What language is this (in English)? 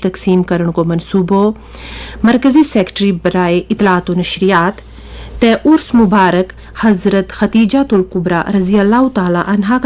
Gujari